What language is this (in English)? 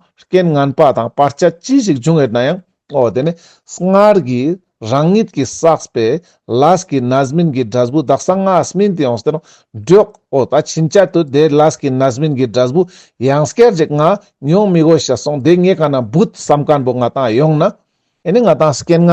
Ladakhi